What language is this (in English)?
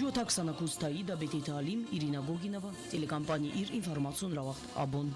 Ossetic